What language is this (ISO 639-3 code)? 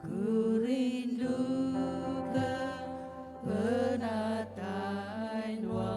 iba